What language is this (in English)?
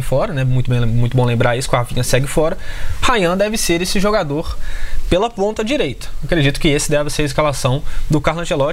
Portuguese